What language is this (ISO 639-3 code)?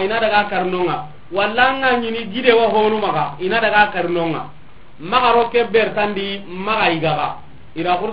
snk